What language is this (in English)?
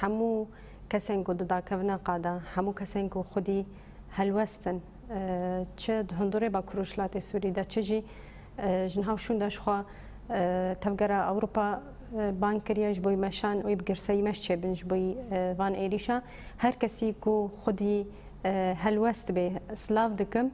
Kurdish